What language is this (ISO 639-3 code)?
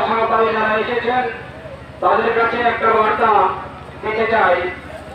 sat